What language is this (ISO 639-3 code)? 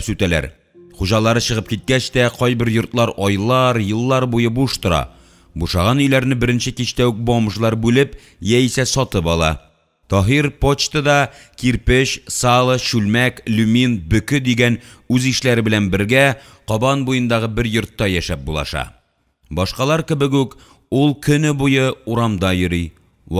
tat